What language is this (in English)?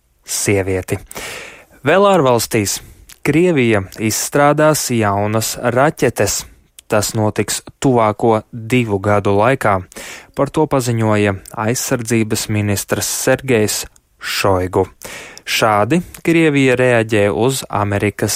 Latvian